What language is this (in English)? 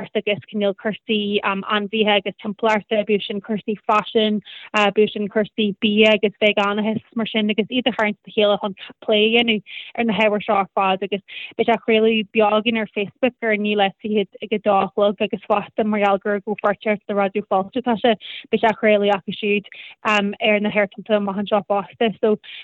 Irish